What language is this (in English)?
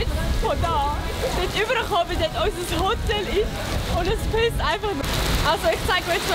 Swiss German